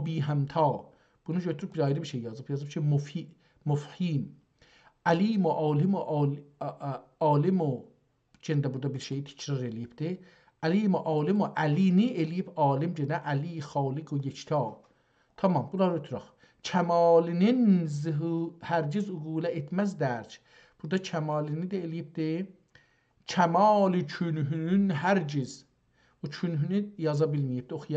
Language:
South Azerbaijani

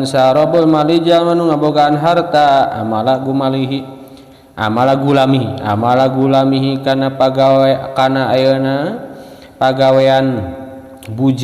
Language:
Sundanese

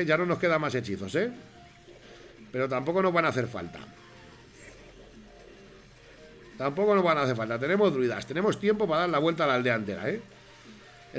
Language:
Spanish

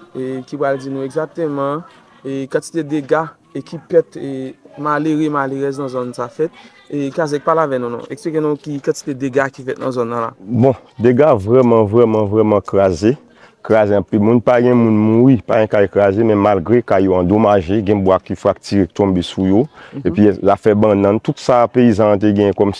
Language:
Haitian Creole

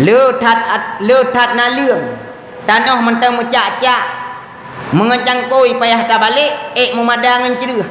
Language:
Achinese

